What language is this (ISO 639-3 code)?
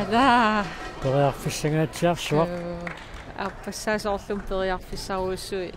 kal